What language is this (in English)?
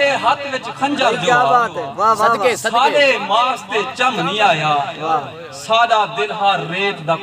Saraiki